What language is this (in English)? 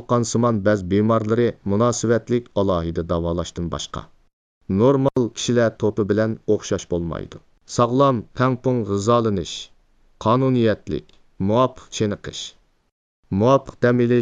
Uyghur